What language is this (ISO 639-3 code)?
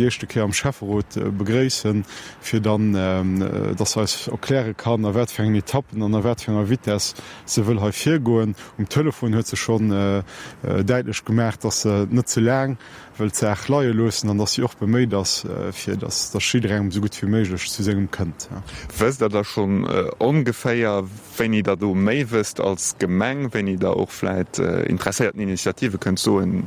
ltz